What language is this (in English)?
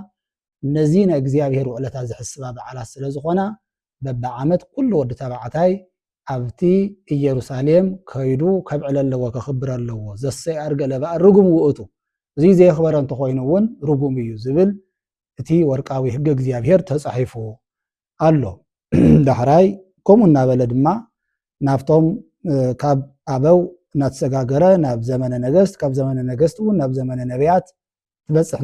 Tigrinya